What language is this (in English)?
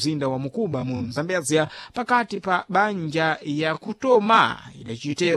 Sena